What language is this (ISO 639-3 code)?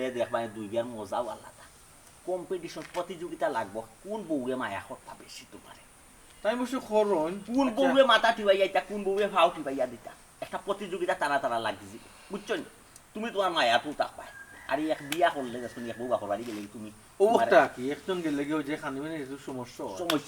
syl